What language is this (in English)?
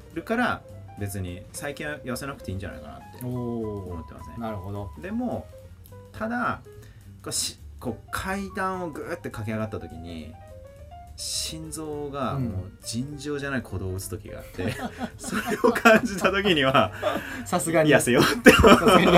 Japanese